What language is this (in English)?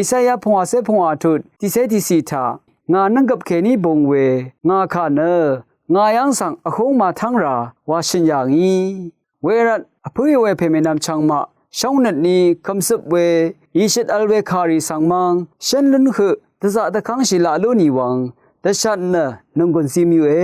Rawang